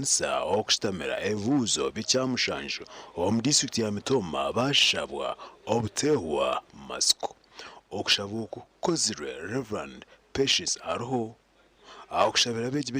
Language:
Nyankole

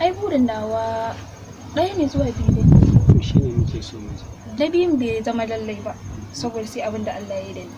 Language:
Hausa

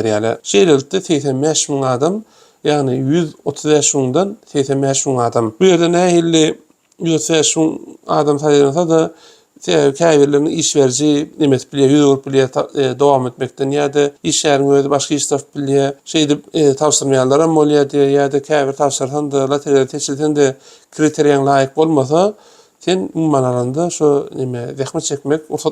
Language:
Turkmen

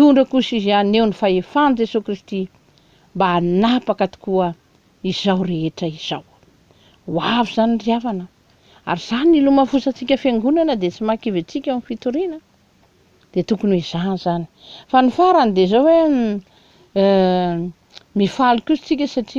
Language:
Malagasy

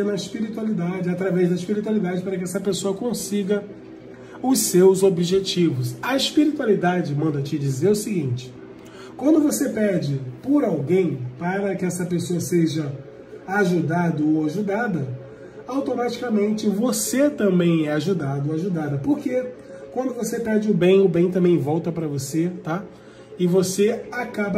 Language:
Portuguese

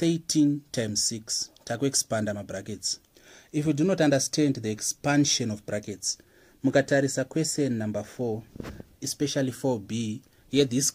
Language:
Shona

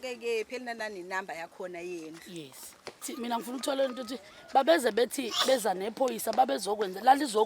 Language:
Zulu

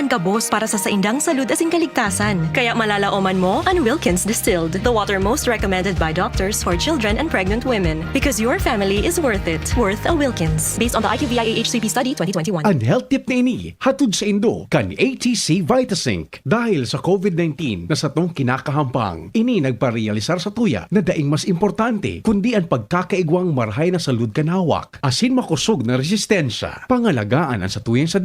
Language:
Bikol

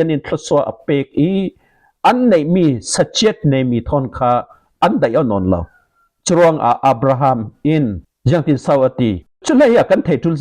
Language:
Falam Chin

